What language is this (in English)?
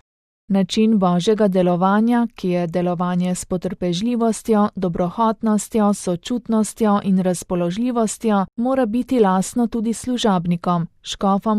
Slovenian